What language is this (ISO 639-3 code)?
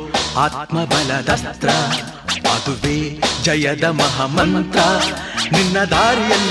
kan